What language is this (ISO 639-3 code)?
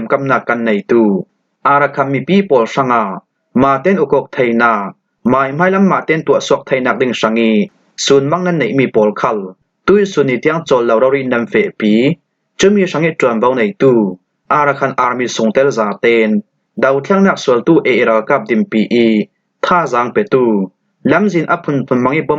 cfm